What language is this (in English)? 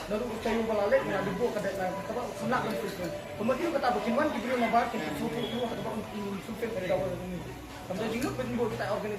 Khasi